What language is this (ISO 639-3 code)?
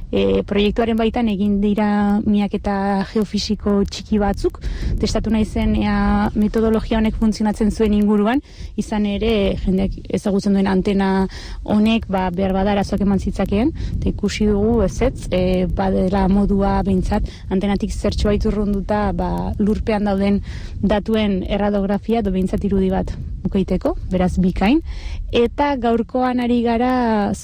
eus